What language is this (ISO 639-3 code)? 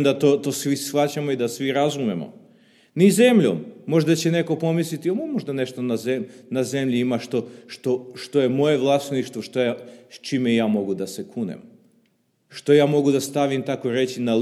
srp